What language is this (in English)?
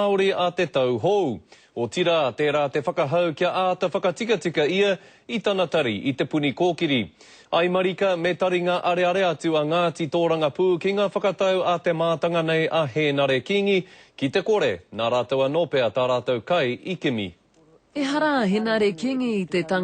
Māori